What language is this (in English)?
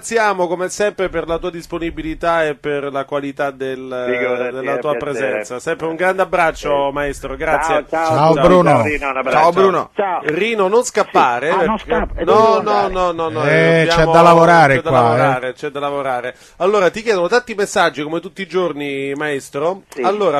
Italian